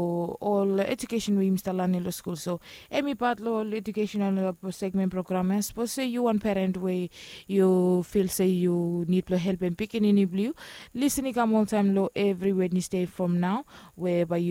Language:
Bislama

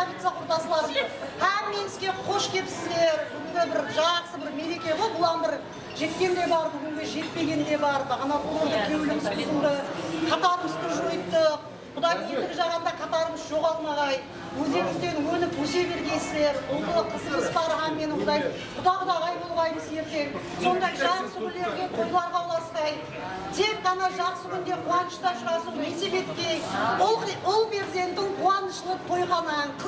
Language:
Kara-Kalpak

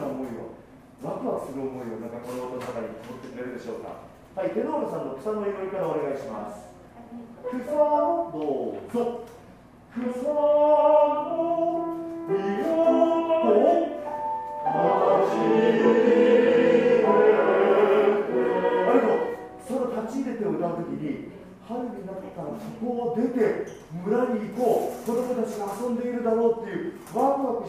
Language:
Japanese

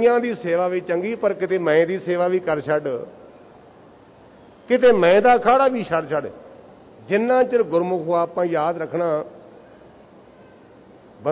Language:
Punjabi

